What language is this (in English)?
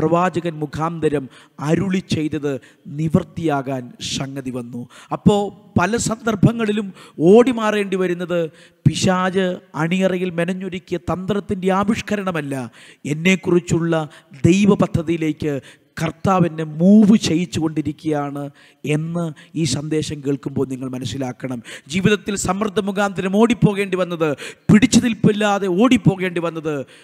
Malayalam